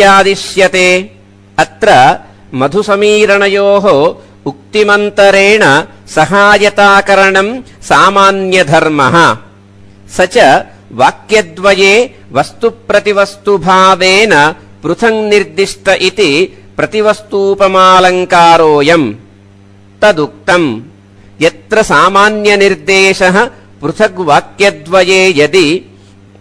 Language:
Sanskrit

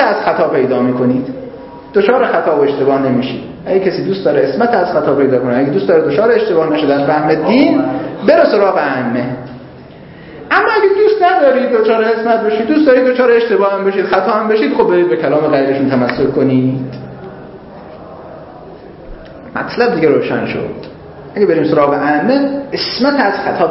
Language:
Persian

